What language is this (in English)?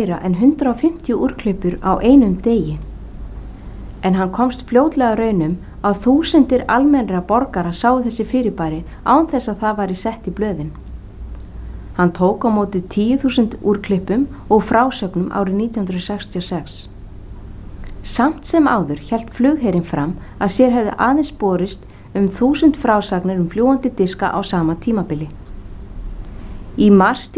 Icelandic